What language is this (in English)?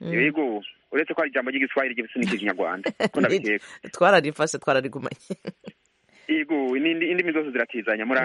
Kinyarwanda